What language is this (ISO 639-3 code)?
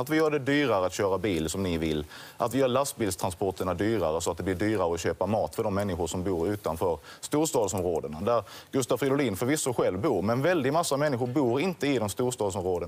swe